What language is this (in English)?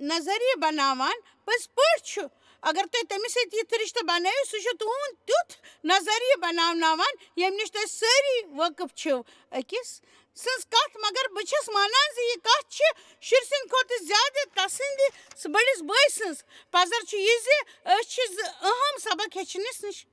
Kashmiri